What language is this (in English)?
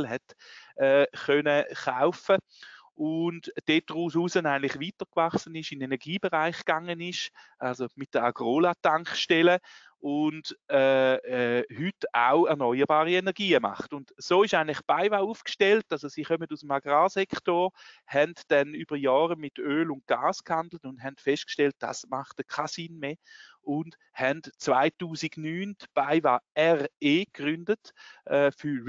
German